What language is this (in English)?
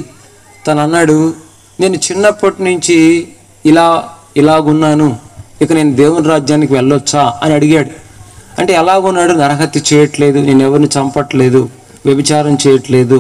Telugu